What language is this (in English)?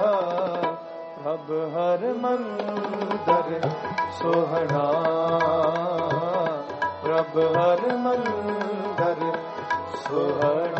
Punjabi